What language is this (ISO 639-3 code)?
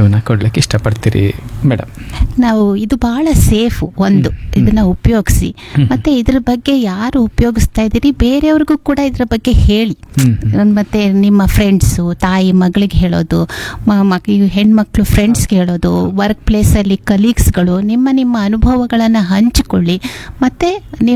kan